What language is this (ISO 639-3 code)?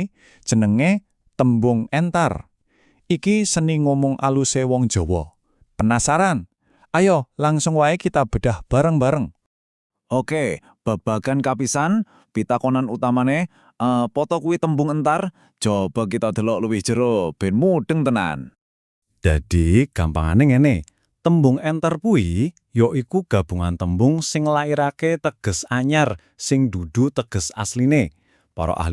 jav